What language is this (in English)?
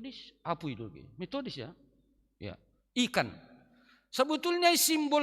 Batak Simalungun